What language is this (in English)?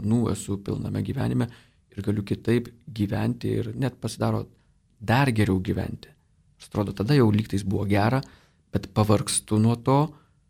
Lithuanian